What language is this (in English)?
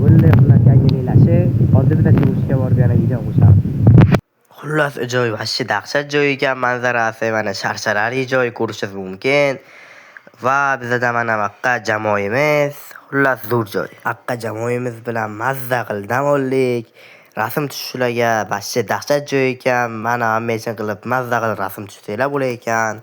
Uzbek